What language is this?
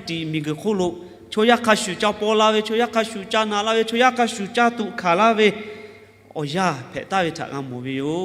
Lahu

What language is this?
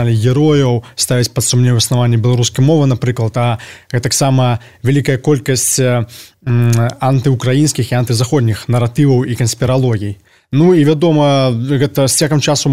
Belarusian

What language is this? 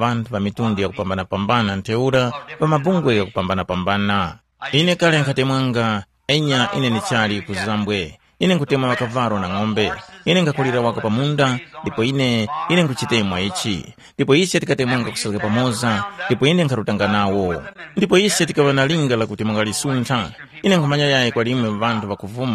Tumbuka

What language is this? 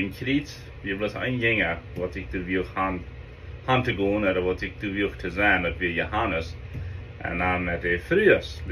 Plautdietsch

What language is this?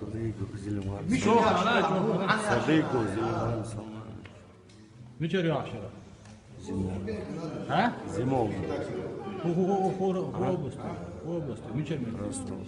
Chechen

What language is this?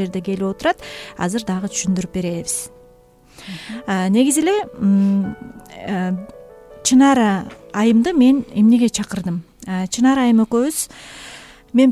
Kyrgyz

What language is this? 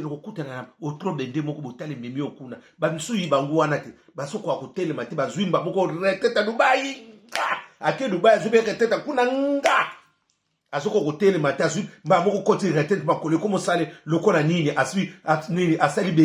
Lingala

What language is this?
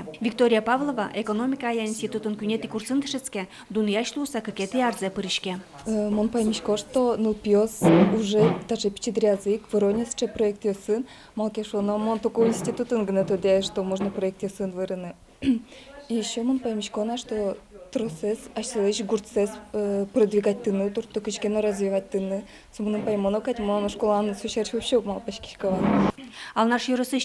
Udmurt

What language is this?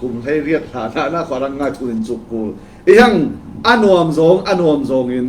Falam Chin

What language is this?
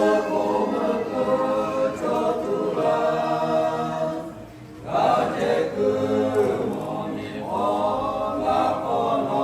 Lahu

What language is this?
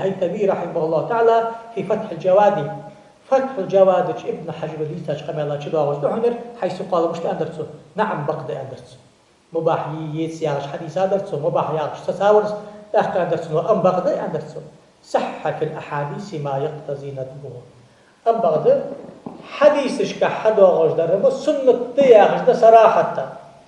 Ingush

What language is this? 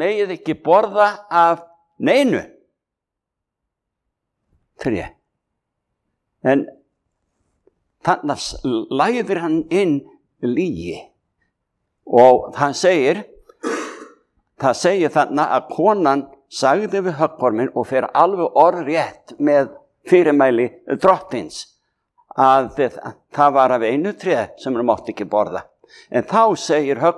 Icelandic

